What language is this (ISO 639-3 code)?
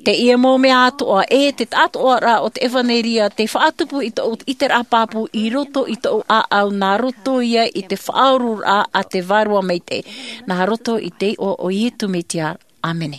tah